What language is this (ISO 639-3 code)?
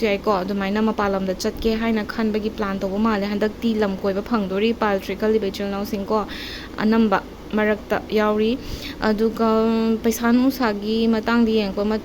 mni